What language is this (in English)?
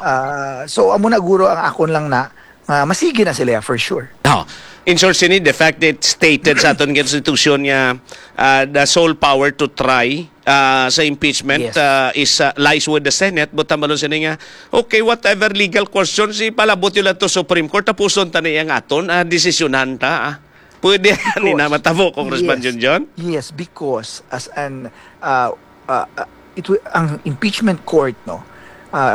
Hiligaynon